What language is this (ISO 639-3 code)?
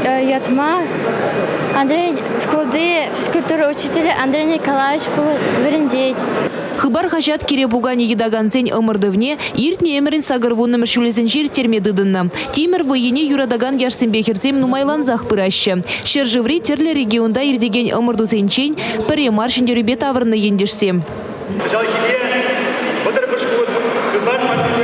chv